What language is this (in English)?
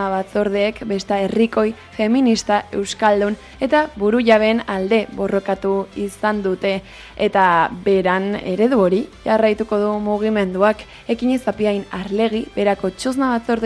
Basque